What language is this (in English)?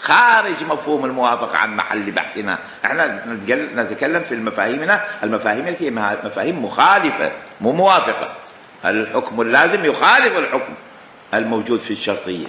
Mesopotamian Arabic